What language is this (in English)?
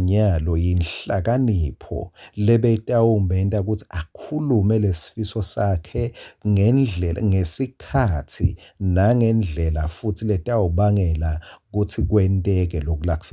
Swati